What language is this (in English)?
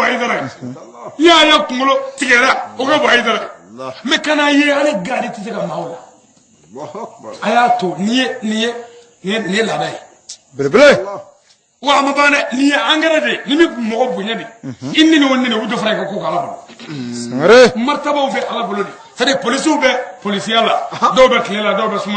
Bambara